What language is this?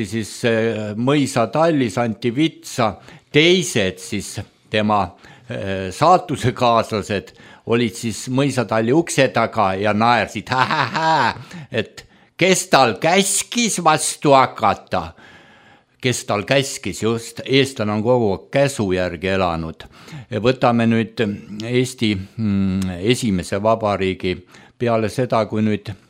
Estonian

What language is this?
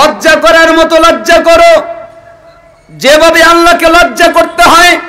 Bangla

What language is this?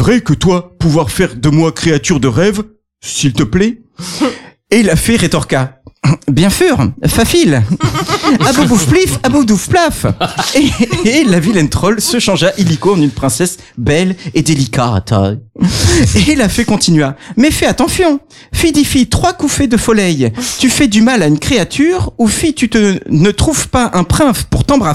French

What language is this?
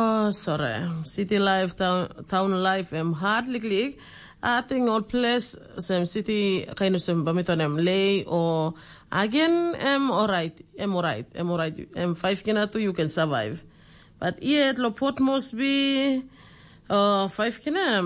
Tok Pisin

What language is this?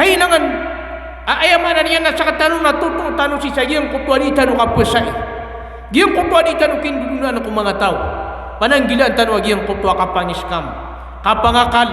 Maranao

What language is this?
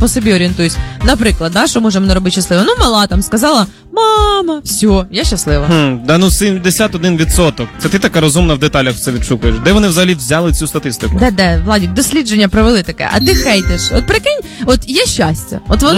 Ukrainian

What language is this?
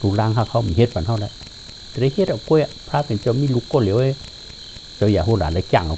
Shan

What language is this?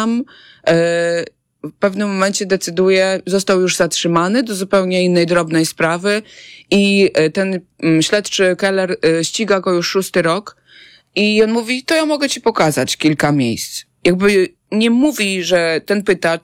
Polish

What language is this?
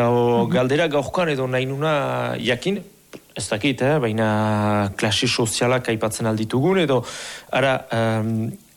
Basque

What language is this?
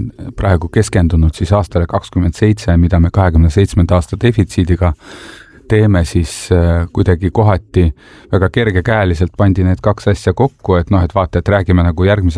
Estonian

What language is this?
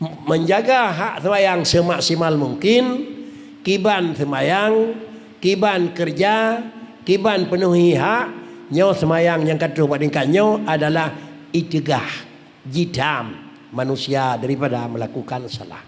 Achinese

